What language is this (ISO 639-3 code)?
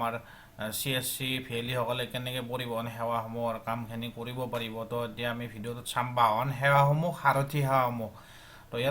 asm